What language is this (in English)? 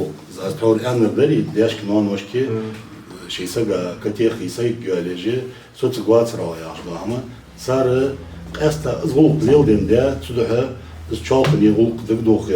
Ingush